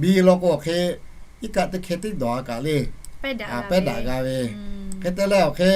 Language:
Lahu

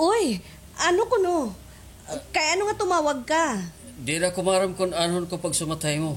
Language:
Waray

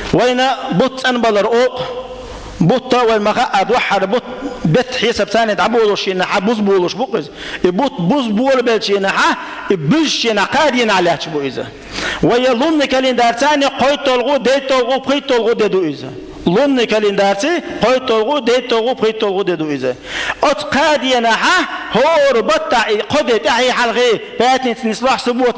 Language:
Chechen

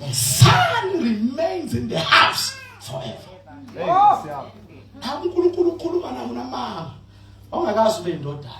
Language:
Zulu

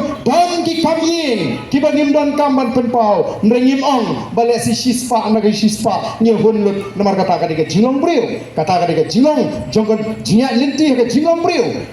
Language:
Khasi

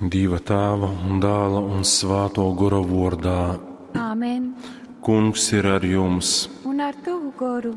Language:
Latgalian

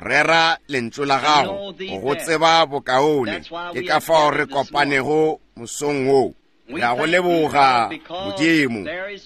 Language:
Northern Sotho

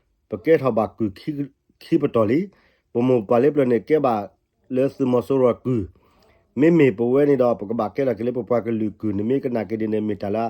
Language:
S'gaw Karen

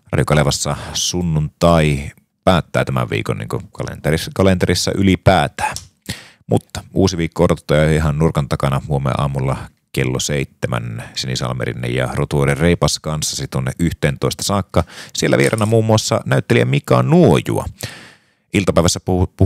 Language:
Finnish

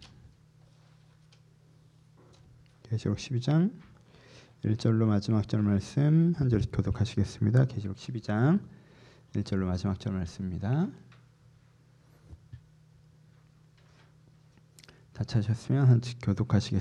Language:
Korean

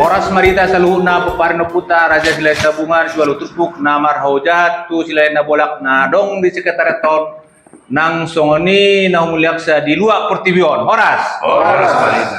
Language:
Batak Toba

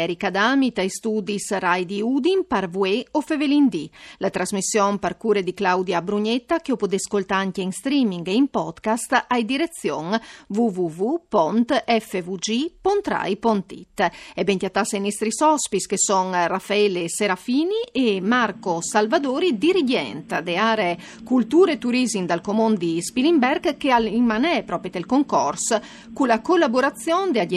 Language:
Friulian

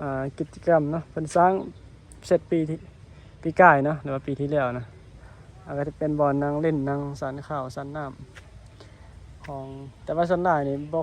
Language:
Northeastern Thai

